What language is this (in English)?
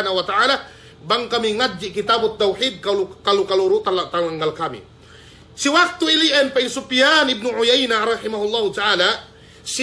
Yakan